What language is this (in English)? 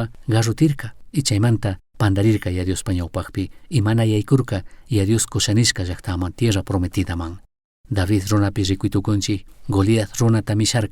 Chimborazo Highland Quichua